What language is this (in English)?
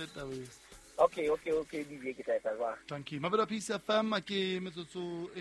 Southern Sotho